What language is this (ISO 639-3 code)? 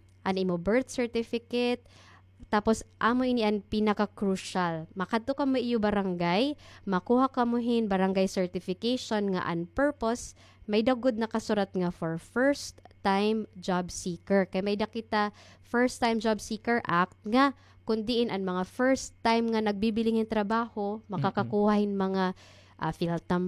war